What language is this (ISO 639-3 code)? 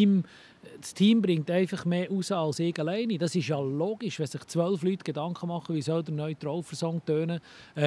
gsw